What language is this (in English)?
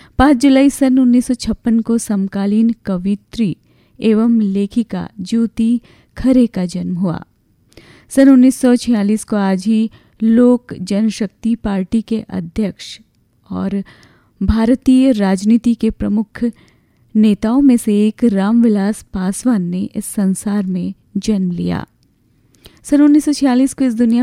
Hindi